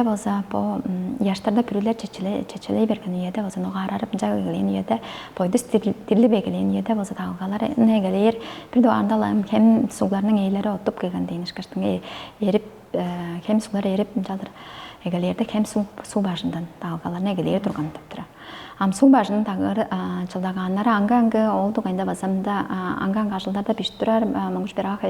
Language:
Tuvinian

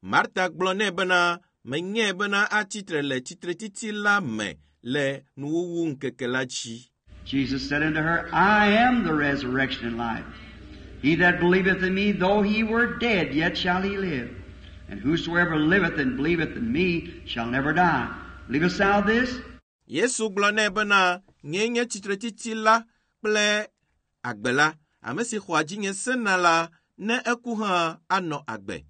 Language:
Ewe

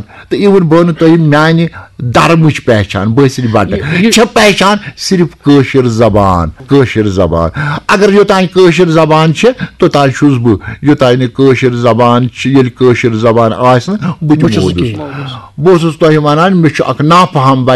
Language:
Kashmiri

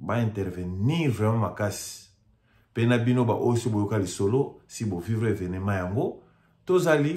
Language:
Lingala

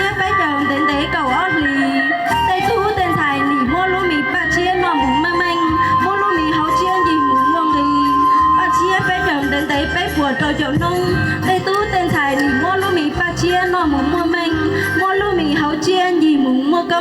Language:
Hmong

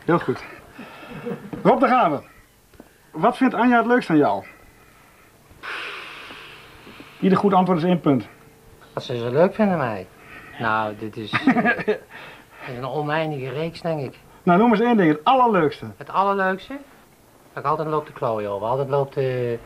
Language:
Dutch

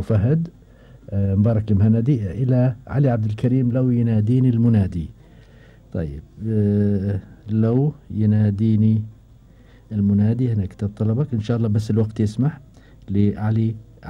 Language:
Gulf Arabic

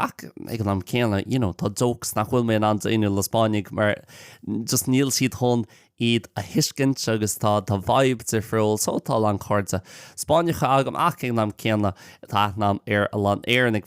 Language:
Irish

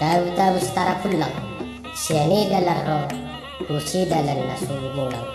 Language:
Batak Toba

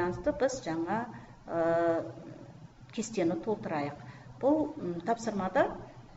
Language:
Kazakh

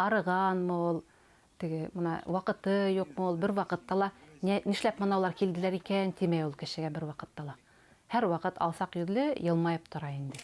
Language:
Bashkir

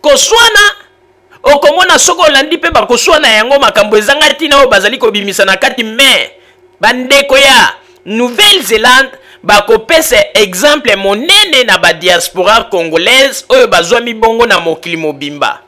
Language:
Lingala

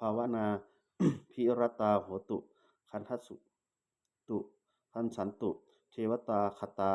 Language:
Pali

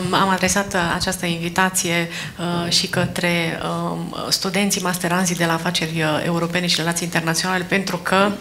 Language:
Romanian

